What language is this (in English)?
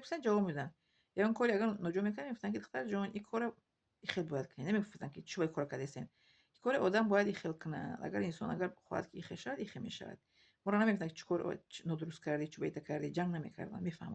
Tajik